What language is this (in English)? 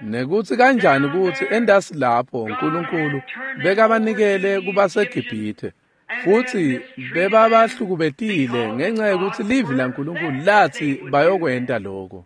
Swati